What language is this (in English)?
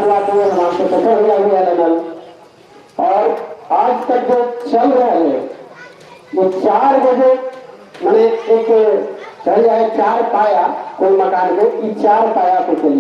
Magahi